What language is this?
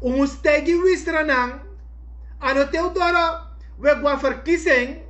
Sranan Tongo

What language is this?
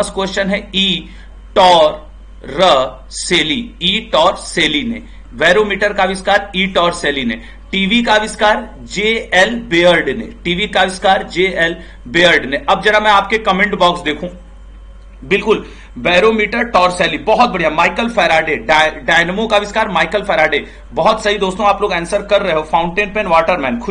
Hindi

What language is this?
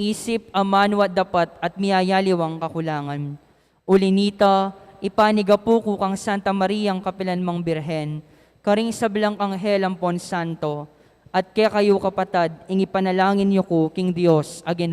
Pampanga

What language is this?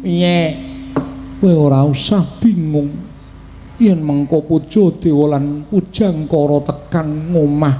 Javanese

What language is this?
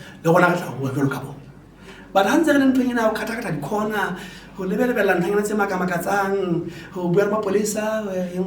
Southern Sotho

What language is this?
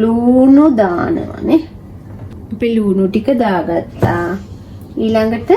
Sinhala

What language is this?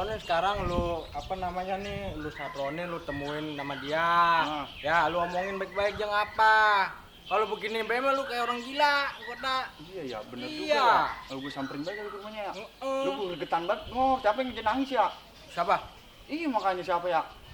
Betawi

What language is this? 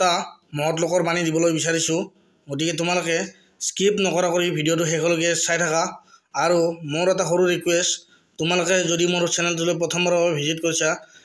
Assamese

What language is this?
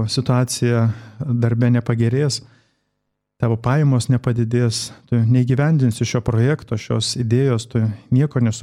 Lithuanian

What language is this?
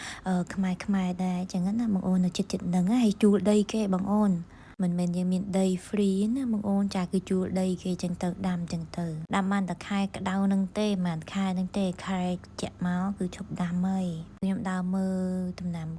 Khmer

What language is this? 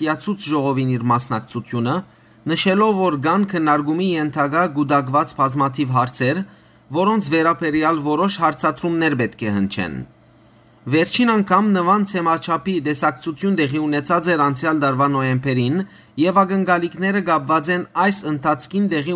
Western Armenian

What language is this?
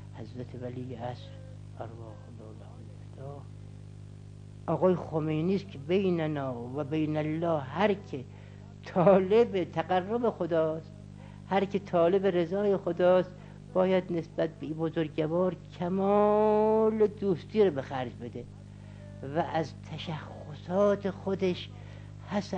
Persian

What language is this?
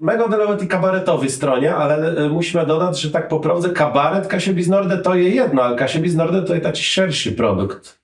Kashubian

